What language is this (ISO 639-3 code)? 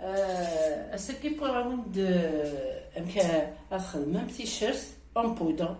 kab